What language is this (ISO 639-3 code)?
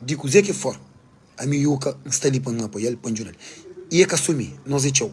kea